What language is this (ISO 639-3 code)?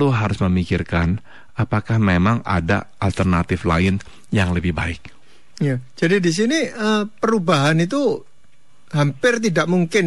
ind